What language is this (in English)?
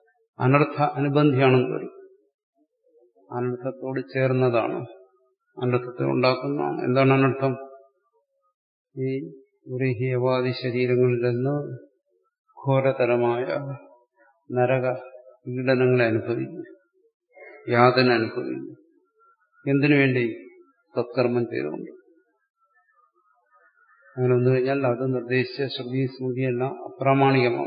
Malayalam